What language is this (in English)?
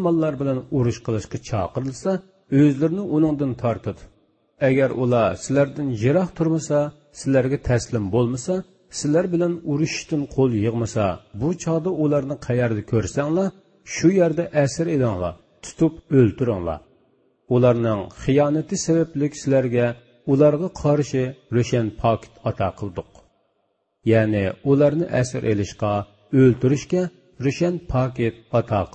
Uyghur